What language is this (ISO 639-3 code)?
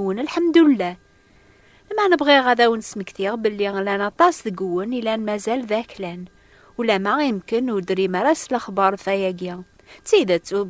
kab